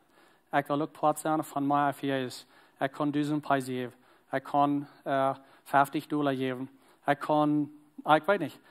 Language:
Plautdietsch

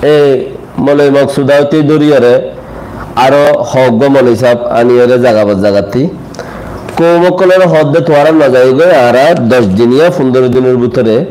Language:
Rohingya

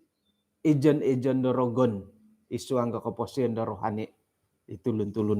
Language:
Central Dusun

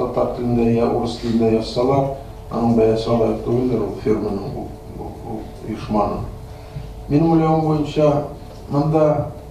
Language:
Tatar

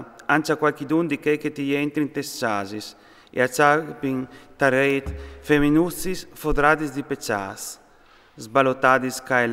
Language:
Friulian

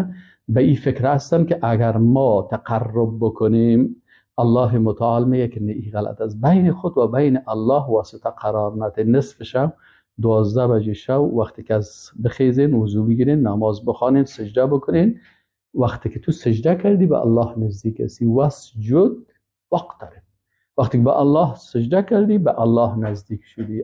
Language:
Persian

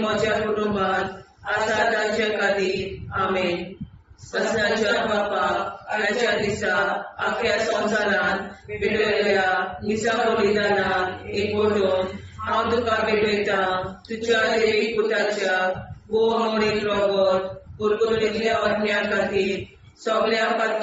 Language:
Konkani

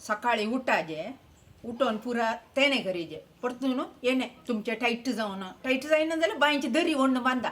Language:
Konkani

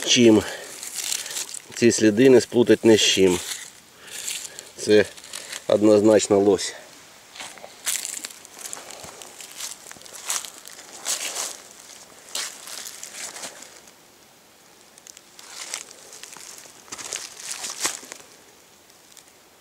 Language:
Ukrainian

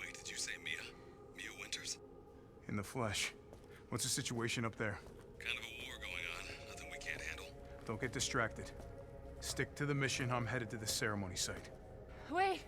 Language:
Swiss German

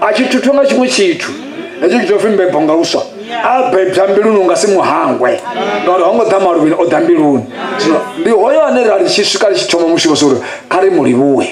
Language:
Venda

